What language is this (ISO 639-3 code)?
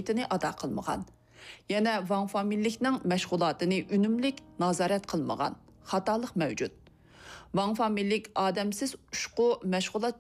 uig